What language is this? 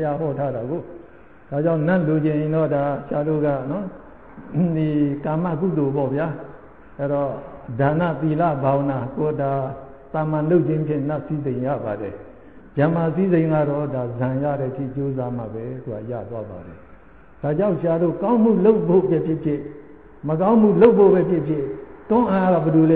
Burmese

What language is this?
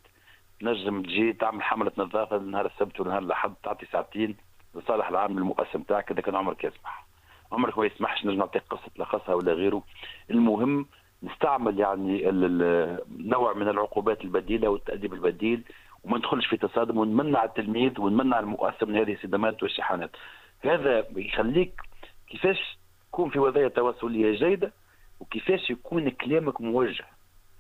Tunisian Arabic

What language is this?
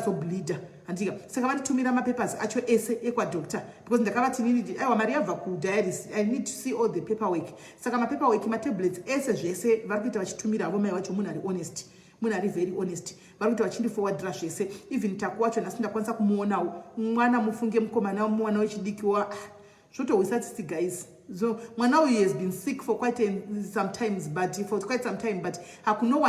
Shona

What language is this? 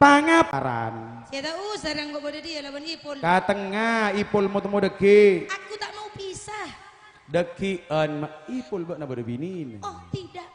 Madurese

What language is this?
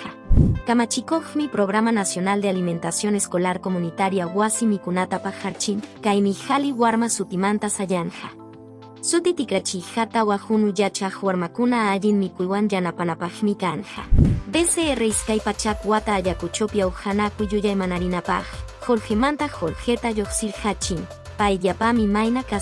Quechua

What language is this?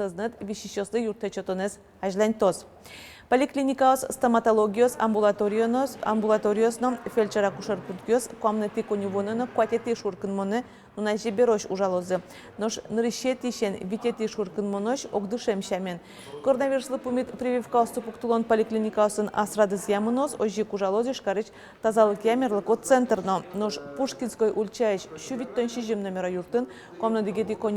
Udmurt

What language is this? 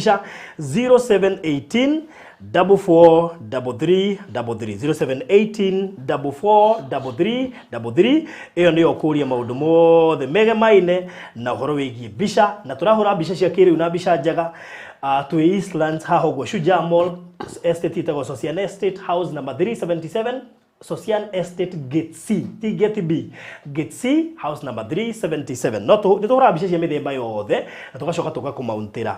Kikuyu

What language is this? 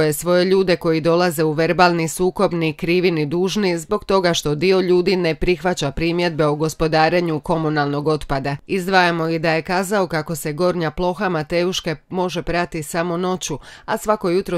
Croatian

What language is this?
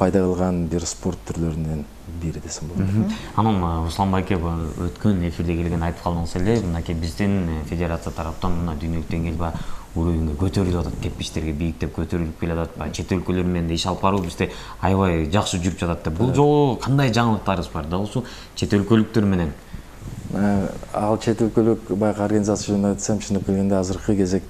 Kyrgyz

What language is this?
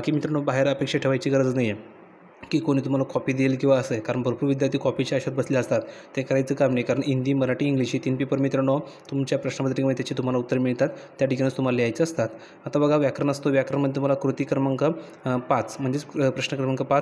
Marathi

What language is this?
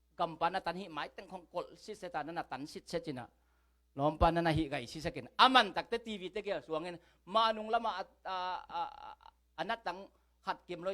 Tedim Chin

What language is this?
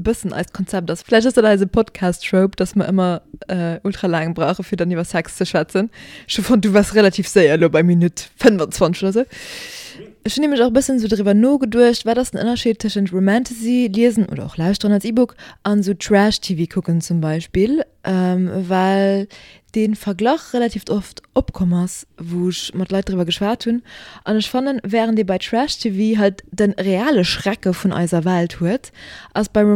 Luxembourgish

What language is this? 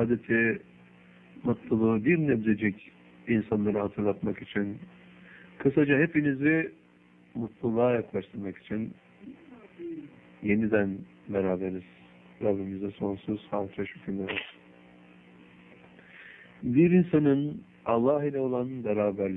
Turkish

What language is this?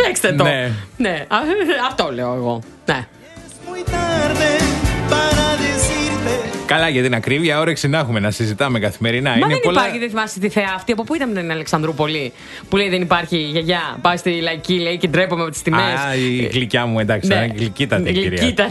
Greek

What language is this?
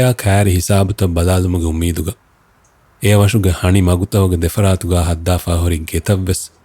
Divehi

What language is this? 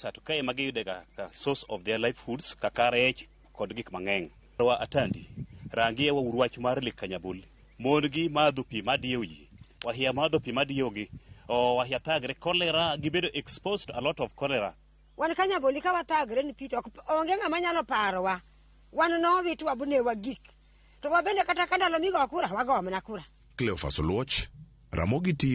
Luo (Kenya and Tanzania)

